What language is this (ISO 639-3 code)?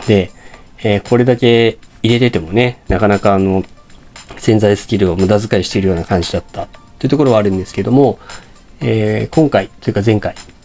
jpn